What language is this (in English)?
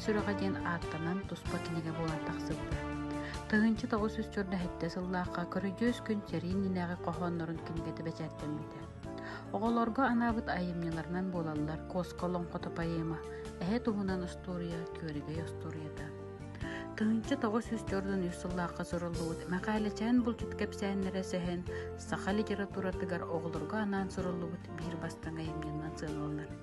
Yakut